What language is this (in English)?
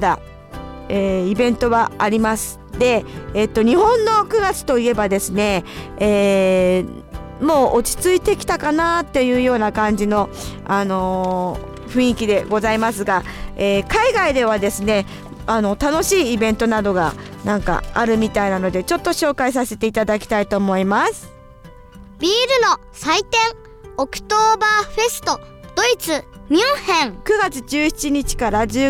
Japanese